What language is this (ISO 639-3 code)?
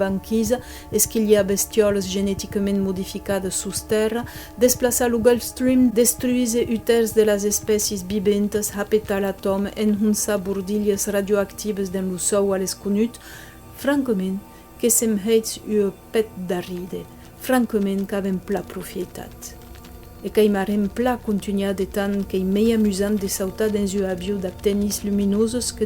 oci